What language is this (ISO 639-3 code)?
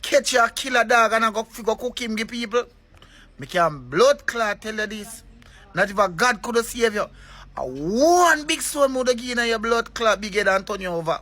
jam